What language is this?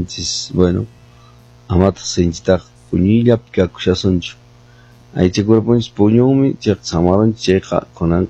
Quechua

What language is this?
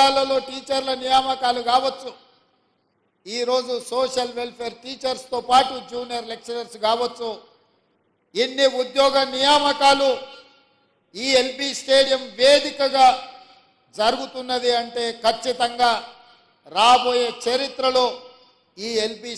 Telugu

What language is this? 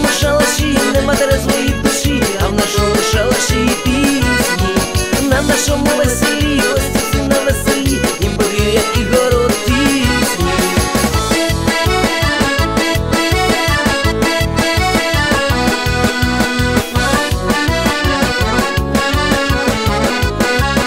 Ukrainian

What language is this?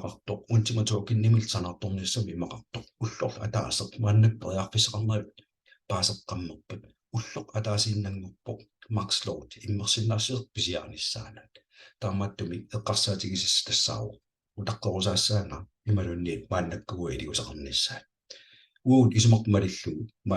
Kalaallisut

